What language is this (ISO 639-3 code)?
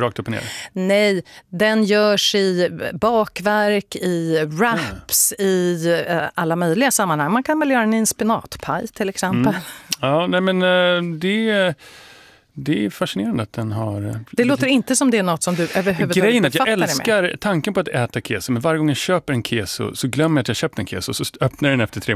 swe